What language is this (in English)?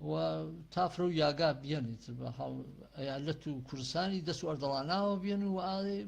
Gurani